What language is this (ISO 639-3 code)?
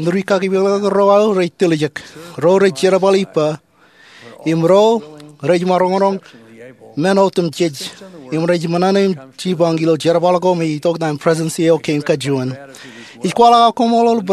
mah